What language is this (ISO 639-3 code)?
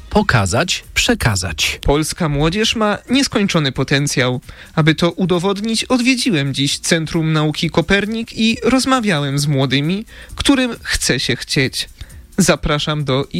pol